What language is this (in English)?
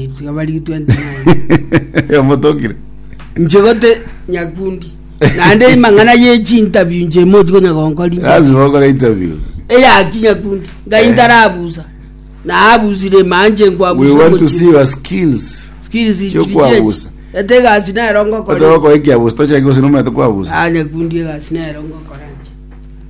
Gusii